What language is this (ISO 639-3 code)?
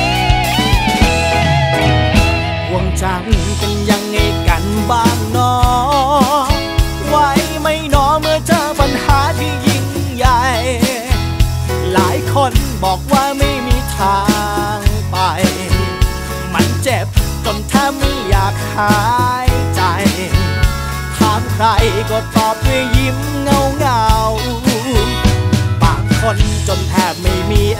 tha